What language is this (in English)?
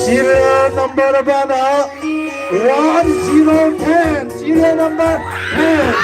Paite Chin